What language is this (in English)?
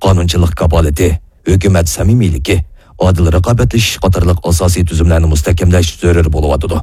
Uyghur